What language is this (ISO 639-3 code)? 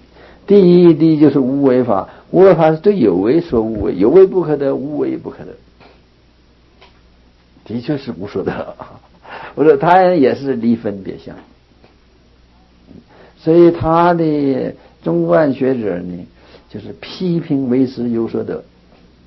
zho